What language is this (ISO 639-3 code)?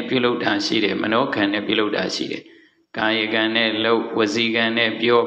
mya